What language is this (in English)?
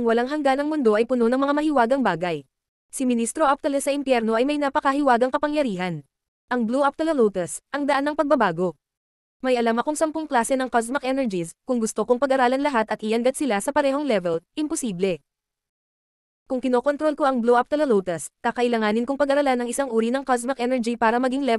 Filipino